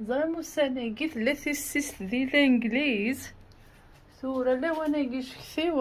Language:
Kabyle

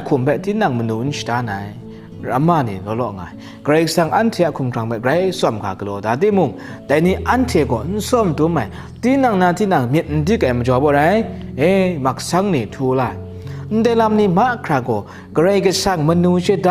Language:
Kachin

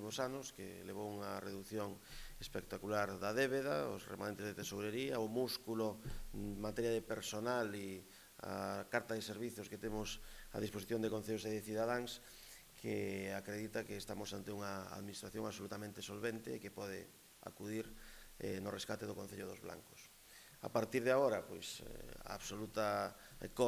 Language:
Galician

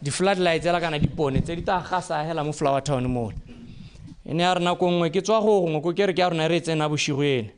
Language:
Tswana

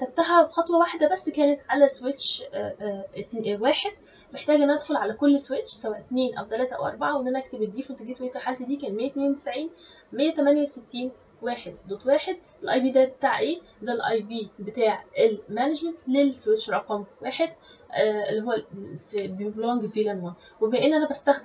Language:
Egyptian Arabic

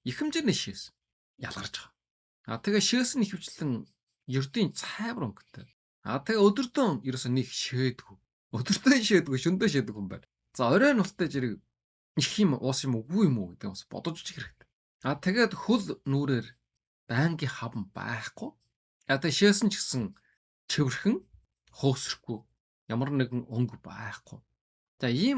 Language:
Mongolian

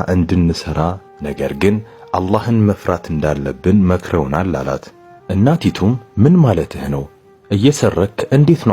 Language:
Amharic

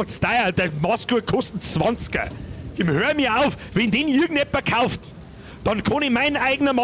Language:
Bavarian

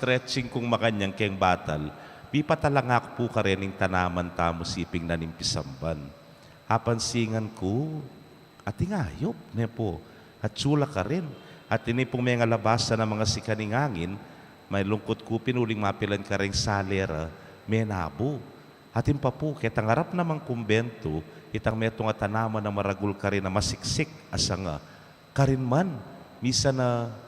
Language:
Pampanga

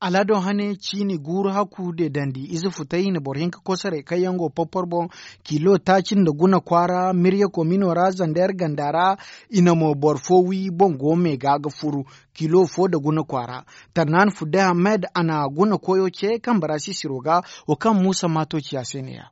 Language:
Zarma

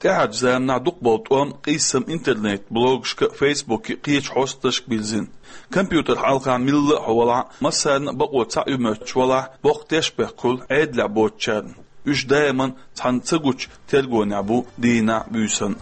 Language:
Chechen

